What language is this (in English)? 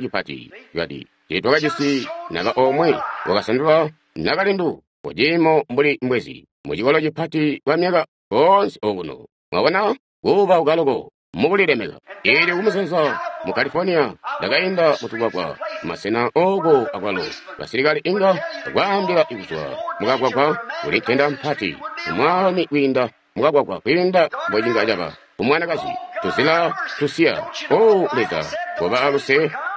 Tonga (Zambia)